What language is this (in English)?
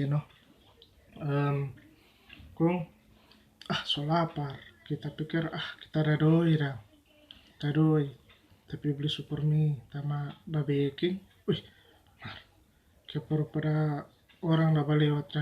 Manado Malay